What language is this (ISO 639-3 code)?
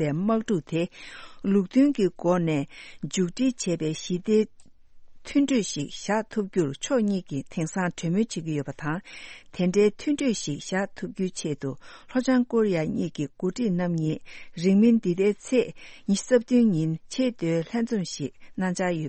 bod